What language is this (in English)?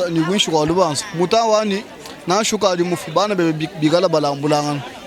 Luba-Lulua